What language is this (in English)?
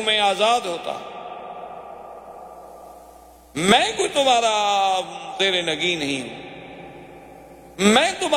Urdu